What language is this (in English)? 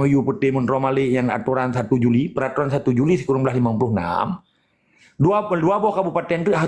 Achinese